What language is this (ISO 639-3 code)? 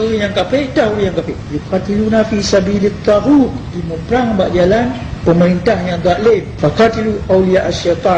ace